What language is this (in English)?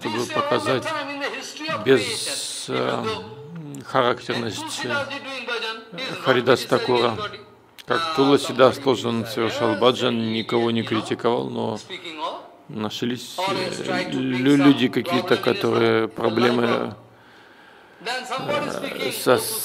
Russian